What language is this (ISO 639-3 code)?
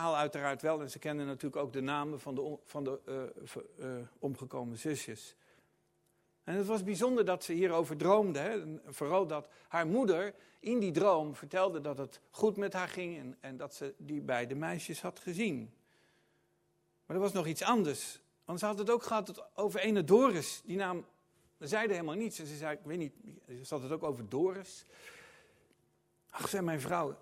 nld